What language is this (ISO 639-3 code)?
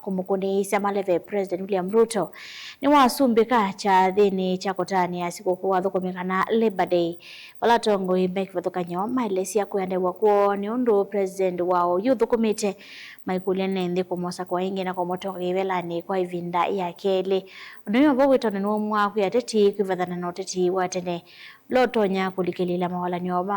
kam